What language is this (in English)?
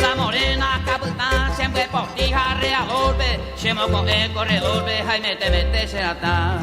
Guarani